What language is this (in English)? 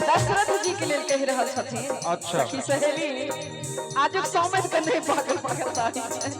Maithili